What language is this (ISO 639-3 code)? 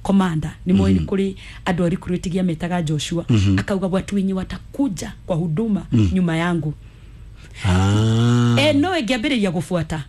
kik